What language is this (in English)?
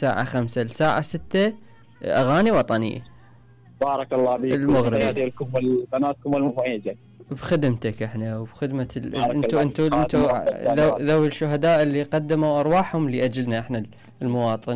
Mesopotamian Arabic